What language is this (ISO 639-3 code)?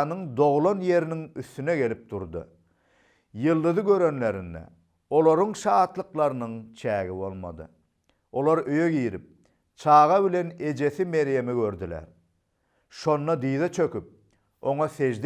tuk